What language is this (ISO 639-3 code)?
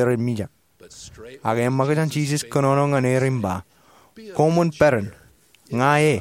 mah